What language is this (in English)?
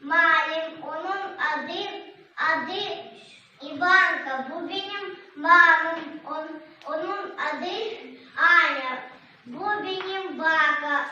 Gagauz